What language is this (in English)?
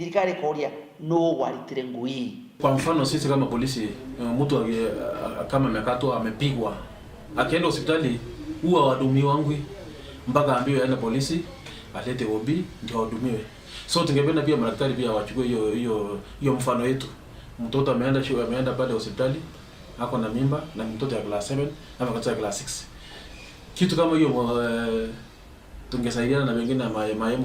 Meru